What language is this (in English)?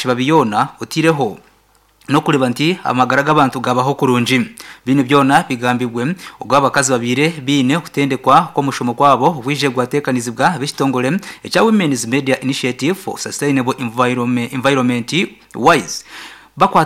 Nyankole